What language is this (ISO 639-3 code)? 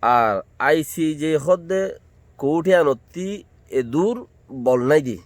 rhg